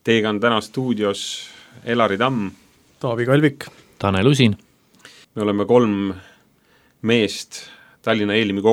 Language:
Estonian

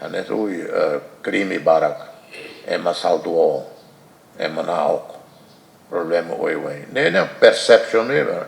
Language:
Tetum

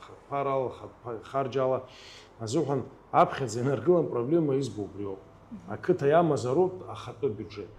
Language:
Abkhazian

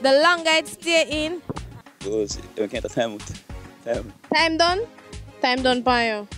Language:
Jamaican Creole English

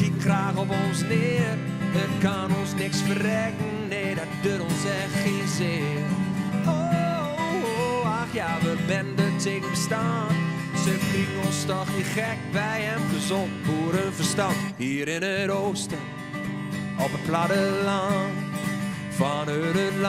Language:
Western Frisian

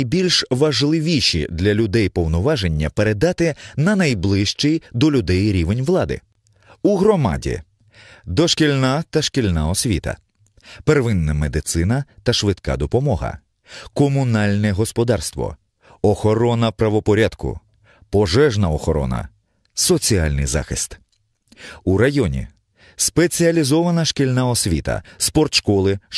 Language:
Ukrainian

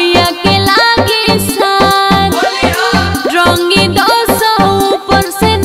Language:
Bhojpuri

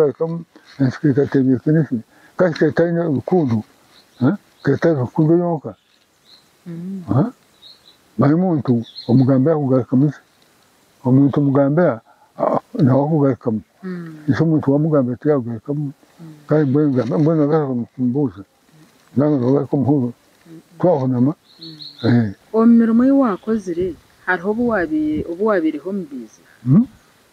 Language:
Nyankole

